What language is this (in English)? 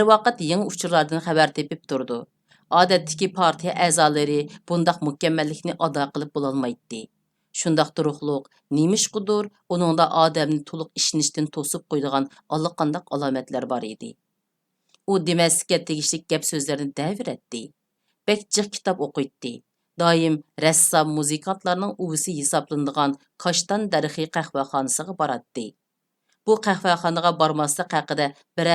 Uyghur